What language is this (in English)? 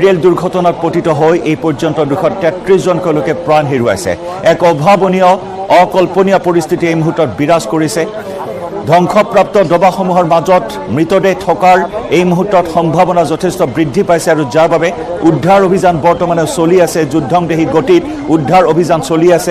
Assamese